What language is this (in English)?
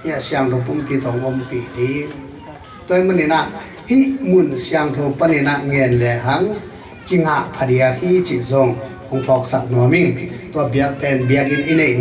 Tedim Chin